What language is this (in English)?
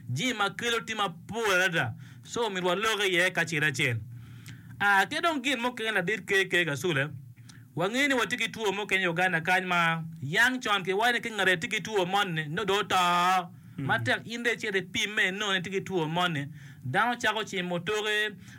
Acoli